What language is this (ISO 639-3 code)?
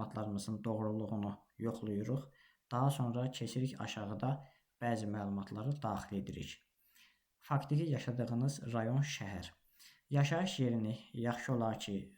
aze